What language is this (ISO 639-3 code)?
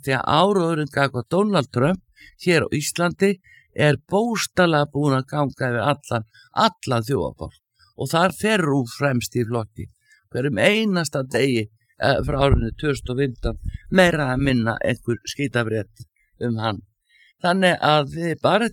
isl